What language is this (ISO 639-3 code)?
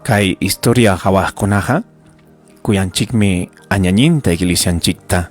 quy